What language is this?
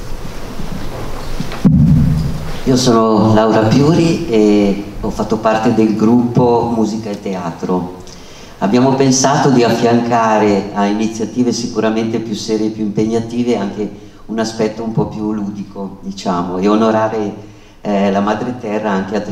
Italian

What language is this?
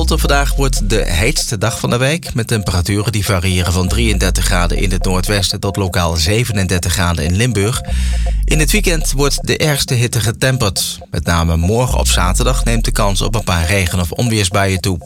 Dutch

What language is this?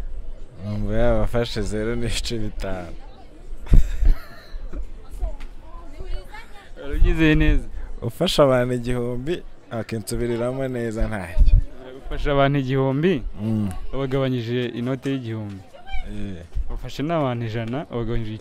Kinyarwanda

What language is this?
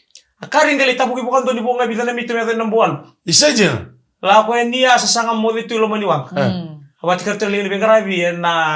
Fijian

